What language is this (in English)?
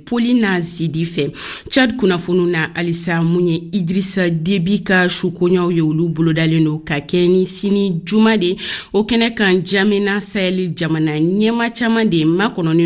Bambara